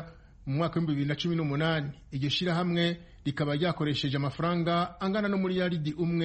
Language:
Kinyarwanda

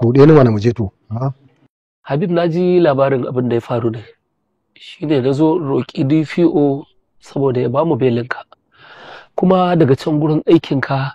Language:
Hausa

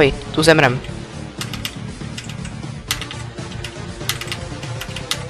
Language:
Czech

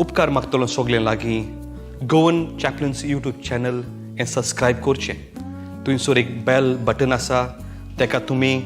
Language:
Konkani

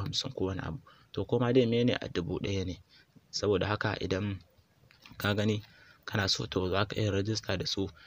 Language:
Hausa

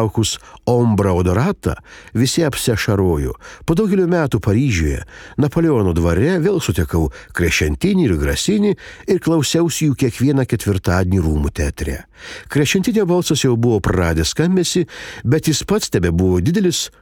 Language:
Lithuanian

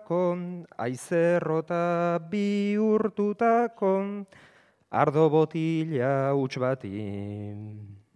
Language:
Basque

